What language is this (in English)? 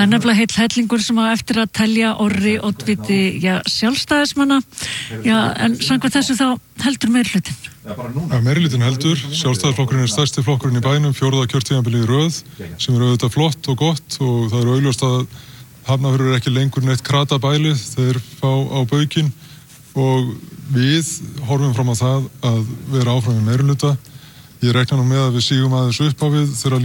Icelandic